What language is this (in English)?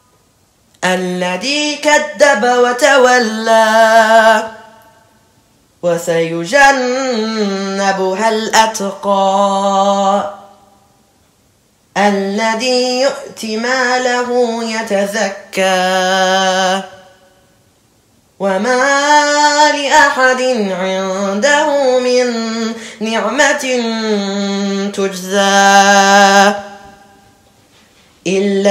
Arabic